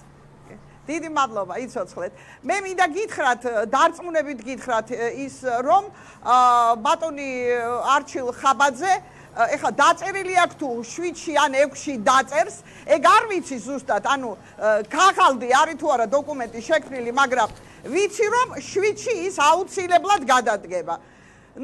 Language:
Georgian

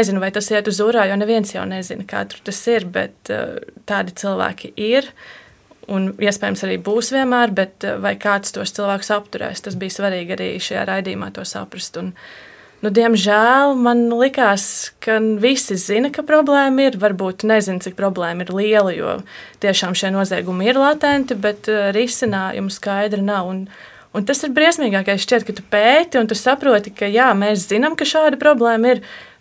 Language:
Latvian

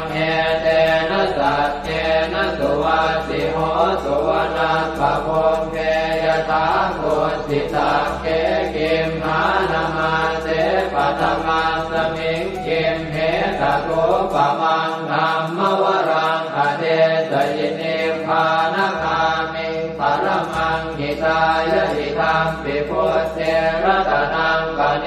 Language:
Pali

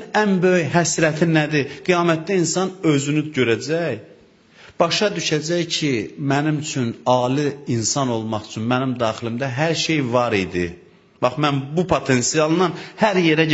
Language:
Azerbaijani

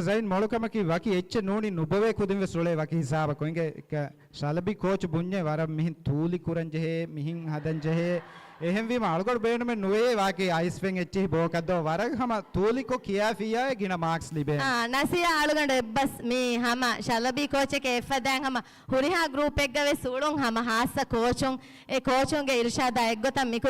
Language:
Divehi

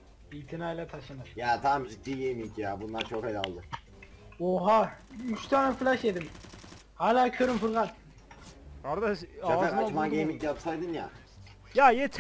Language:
Turkish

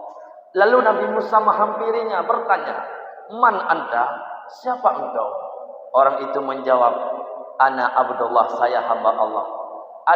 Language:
Achinese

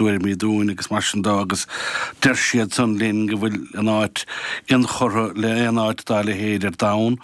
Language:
Irish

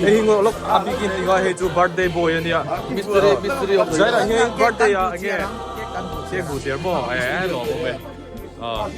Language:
Mizo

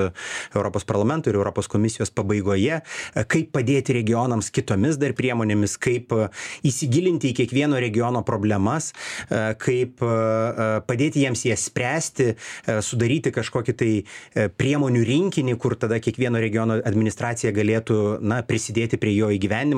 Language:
Lithuanian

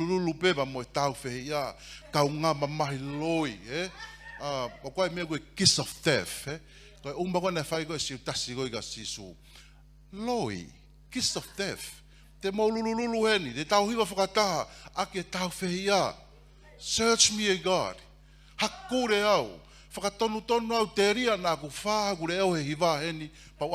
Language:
Tongan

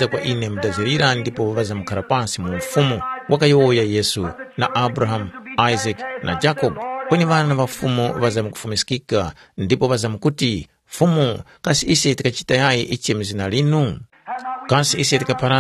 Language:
Tumbuka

